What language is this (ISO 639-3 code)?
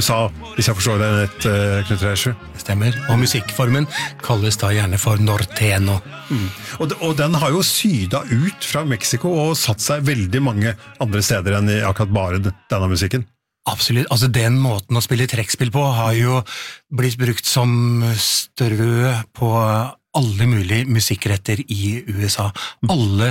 nor